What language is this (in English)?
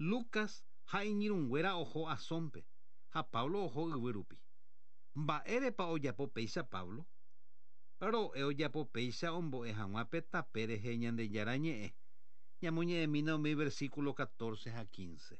Guarani